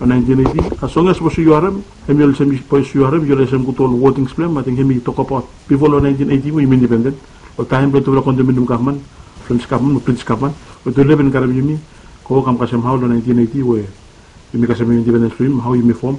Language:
Bislama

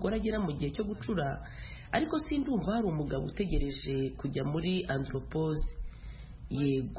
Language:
Kinyarwanda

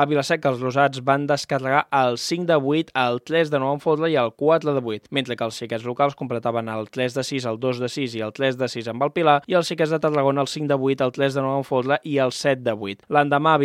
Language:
Catalan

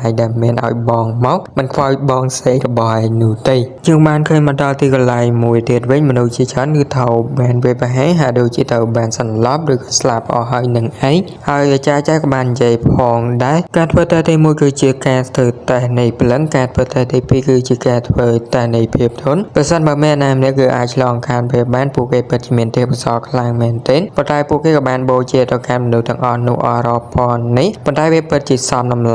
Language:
Khmer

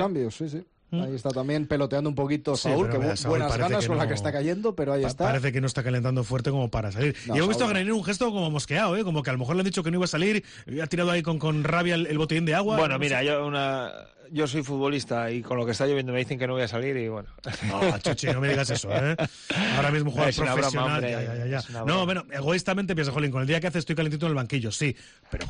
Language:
Spanish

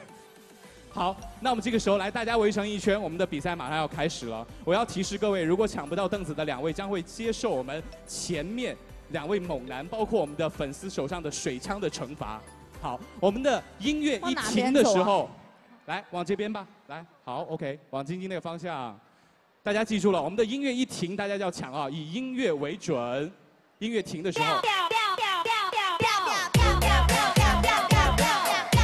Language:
Chinese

